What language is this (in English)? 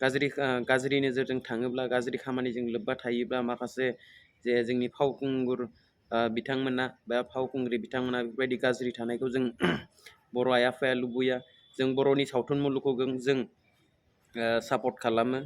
Bodo